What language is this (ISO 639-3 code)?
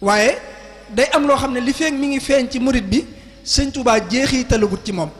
wol